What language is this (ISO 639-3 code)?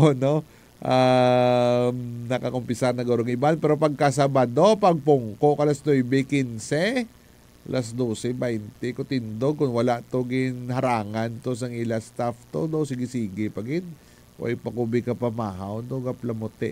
hil